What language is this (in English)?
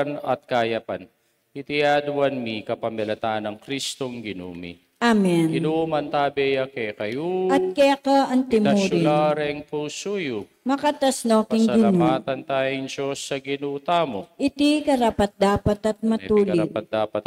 Pampanga